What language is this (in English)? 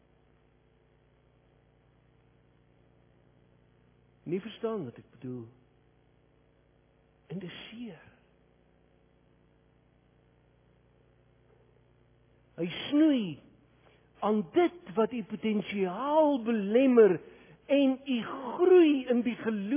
Afrikaans